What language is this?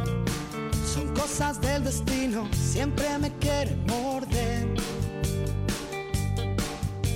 Spanish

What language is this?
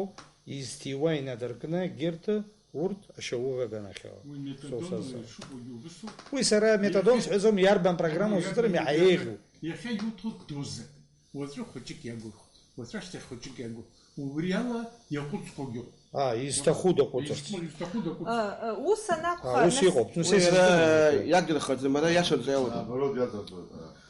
Abkhazian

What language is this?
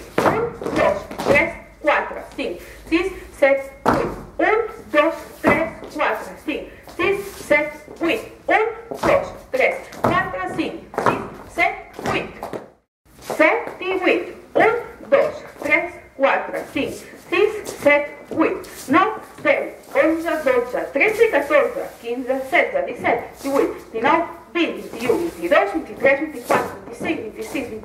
Catalan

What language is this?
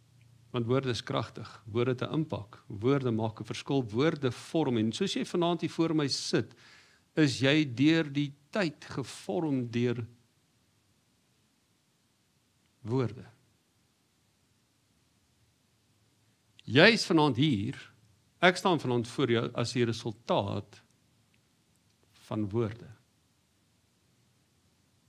Afrikaans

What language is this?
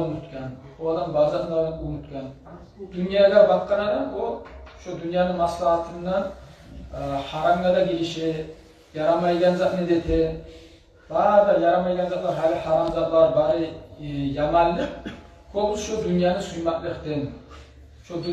Kumyk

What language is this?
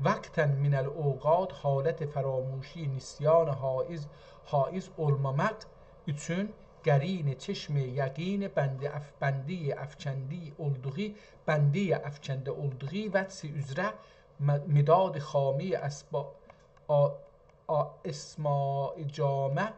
South Azerbaijani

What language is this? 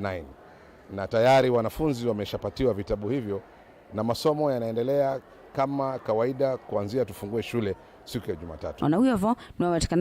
Kamba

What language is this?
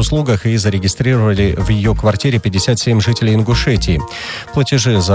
Russian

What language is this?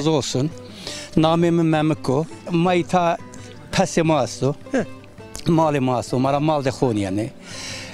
Zaza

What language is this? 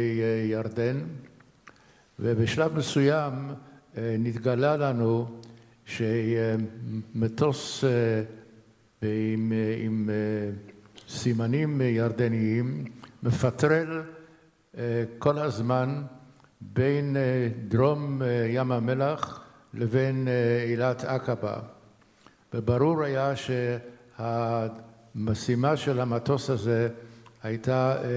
Hebrew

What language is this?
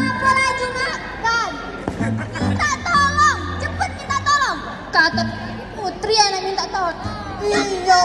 Musi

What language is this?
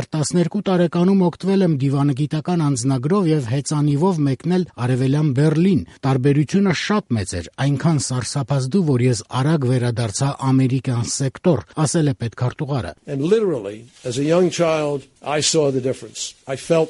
Armenian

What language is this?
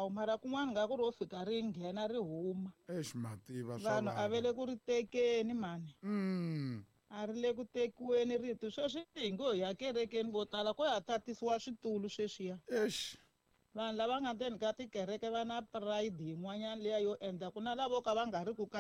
Tsonga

